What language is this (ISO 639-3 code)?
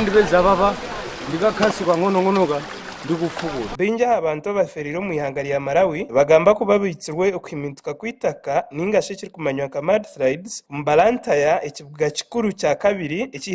nyn